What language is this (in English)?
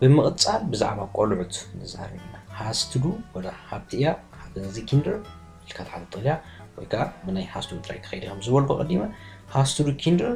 Tigrinya